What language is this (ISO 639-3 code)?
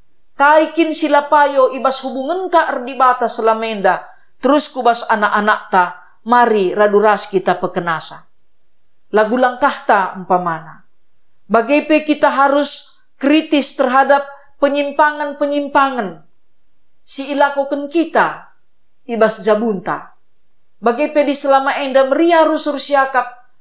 btx